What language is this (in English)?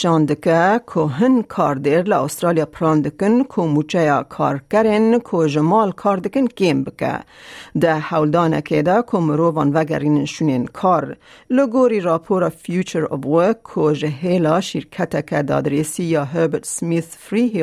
Kurdish